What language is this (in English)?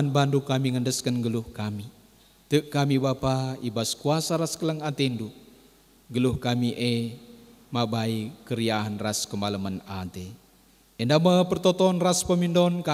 Batak Karo